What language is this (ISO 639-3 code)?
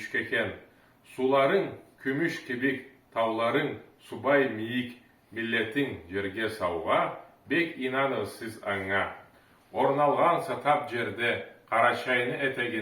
krc